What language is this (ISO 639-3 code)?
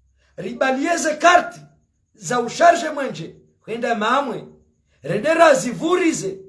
zdj